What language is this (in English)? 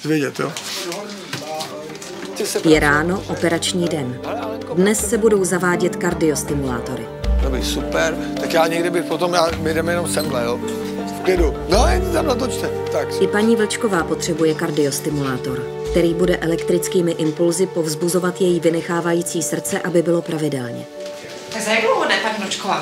Czech